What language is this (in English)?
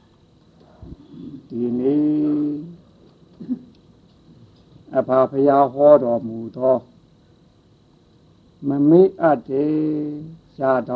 Burmese